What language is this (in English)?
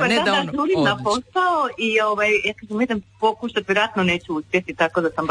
Croatian